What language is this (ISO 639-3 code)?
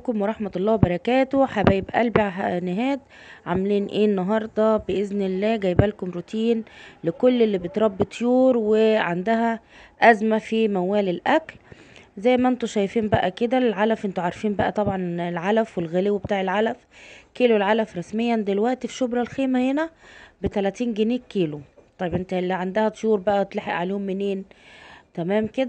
arz